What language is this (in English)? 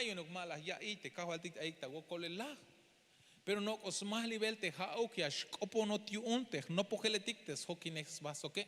Tzeltal